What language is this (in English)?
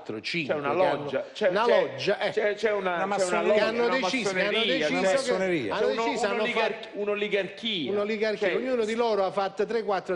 Italian